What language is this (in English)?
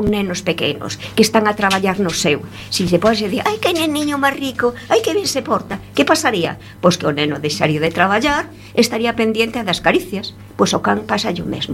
Galician